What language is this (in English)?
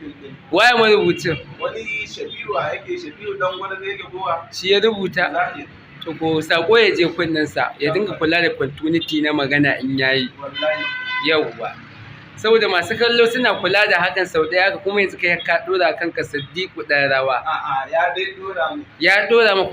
Hausa